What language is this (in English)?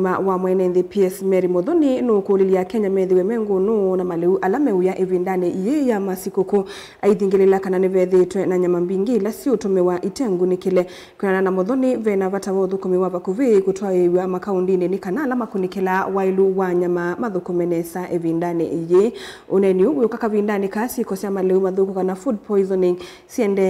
Kamba